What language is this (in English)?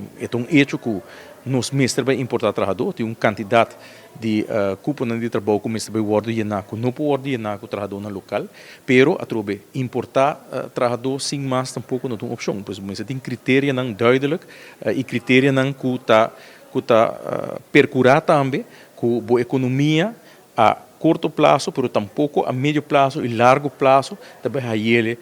Papiamento